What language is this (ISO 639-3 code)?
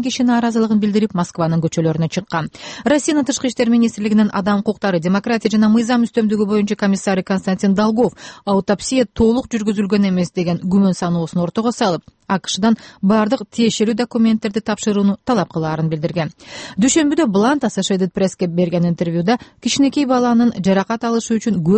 kir